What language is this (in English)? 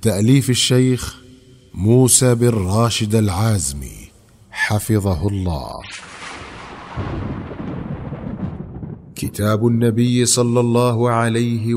Arabic